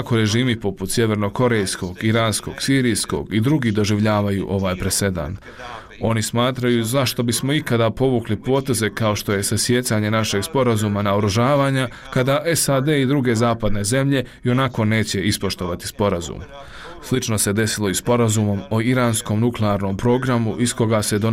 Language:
Bosnian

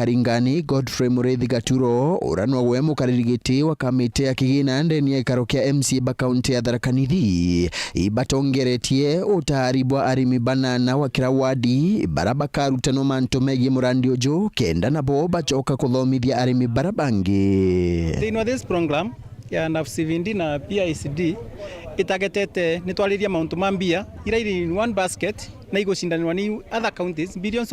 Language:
Meru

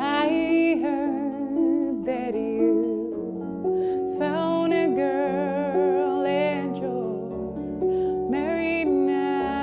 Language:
Western Frisian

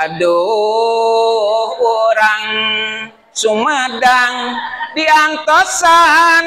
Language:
Sundanese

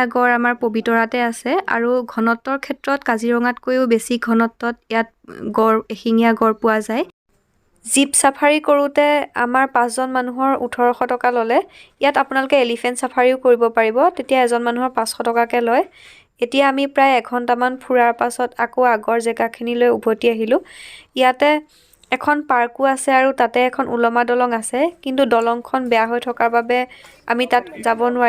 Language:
Assamese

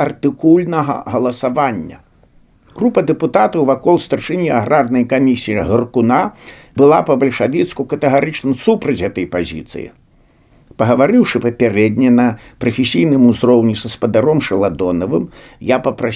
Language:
Belarusian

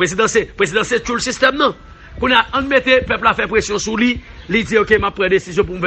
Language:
Haitian Creole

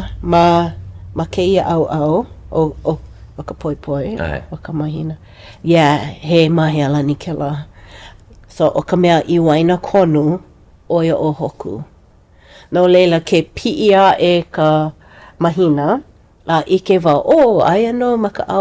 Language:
Hawaiian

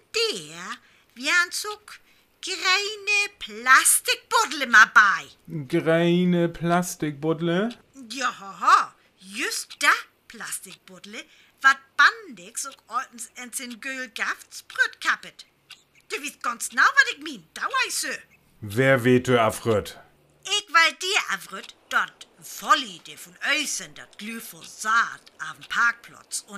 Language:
Northern Frisian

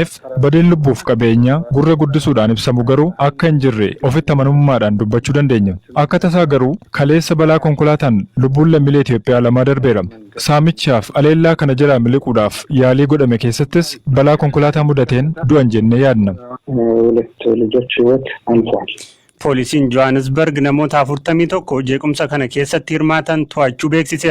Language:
Oromo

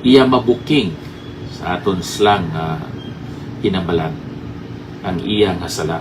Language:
Hiligaynon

